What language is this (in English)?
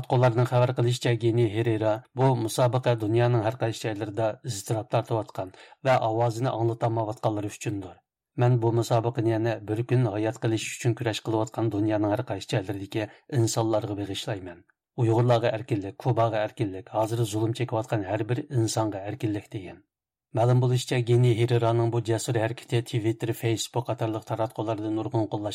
Uyghur